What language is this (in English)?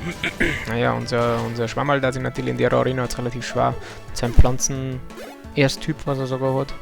Bavarian